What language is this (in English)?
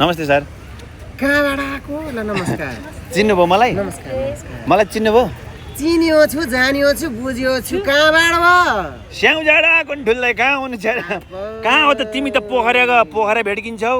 Nepali